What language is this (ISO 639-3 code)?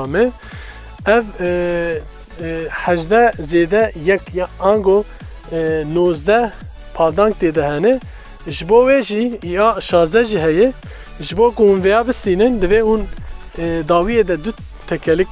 kur